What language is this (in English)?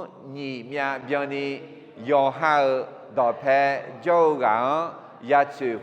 Akha